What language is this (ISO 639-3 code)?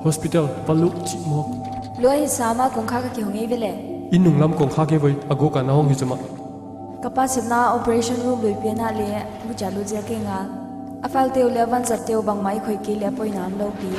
pck